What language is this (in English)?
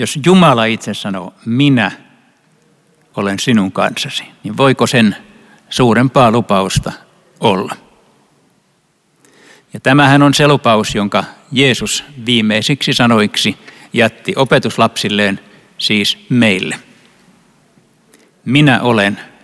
Finnish